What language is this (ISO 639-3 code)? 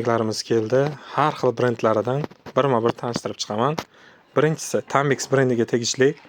uzb